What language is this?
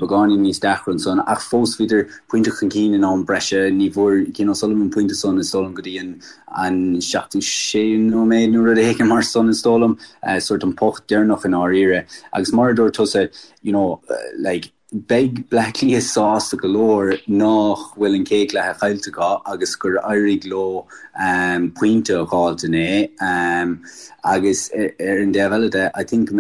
Irish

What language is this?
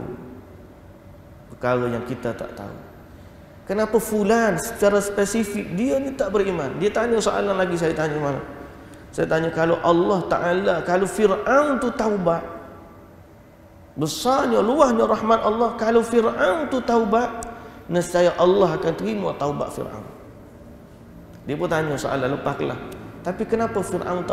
Malay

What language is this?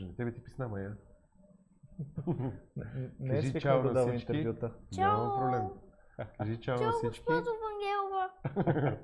Bulgarian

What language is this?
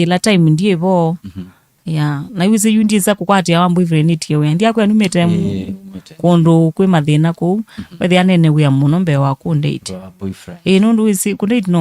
Kamba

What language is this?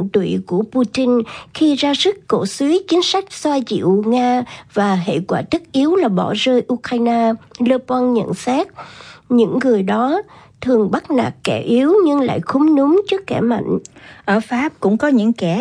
Vietnamese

